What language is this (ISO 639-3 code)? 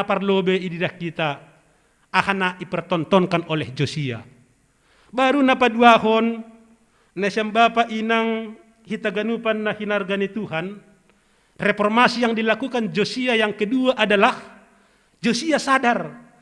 bts